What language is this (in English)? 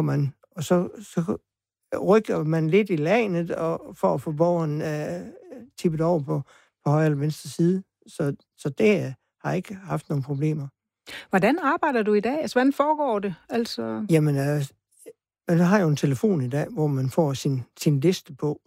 Danish